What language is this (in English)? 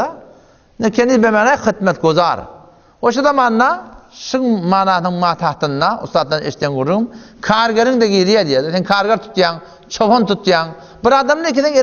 Turkmen